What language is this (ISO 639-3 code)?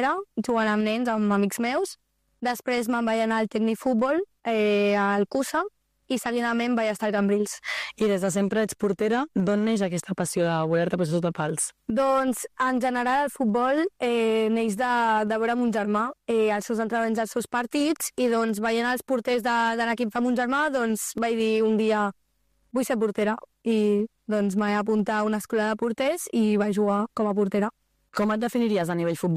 cat